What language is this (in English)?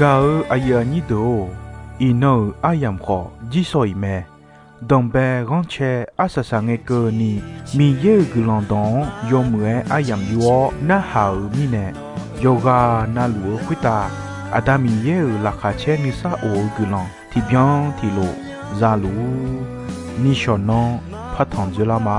Akha